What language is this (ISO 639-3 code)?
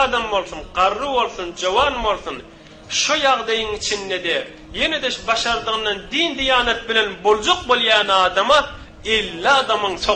tuk